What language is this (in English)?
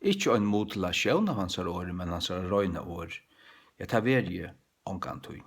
Faroese